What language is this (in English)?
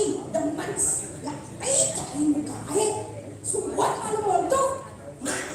Balinese